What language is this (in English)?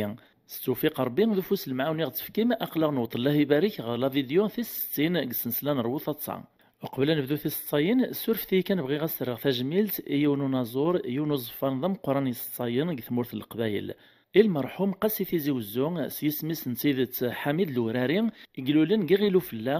Kabyle